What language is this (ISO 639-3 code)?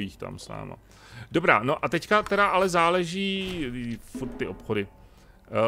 ces